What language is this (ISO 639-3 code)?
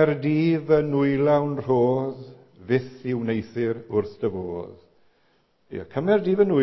cym